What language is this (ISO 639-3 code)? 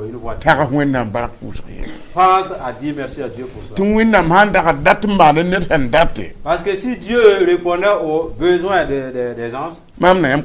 mos